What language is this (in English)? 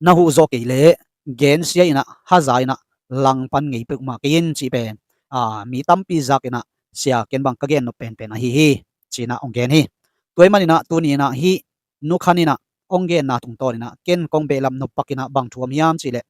Tedim Chin